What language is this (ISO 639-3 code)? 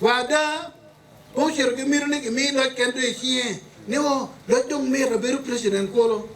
ach